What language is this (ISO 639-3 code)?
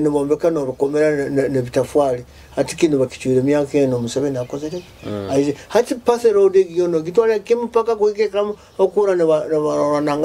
nyo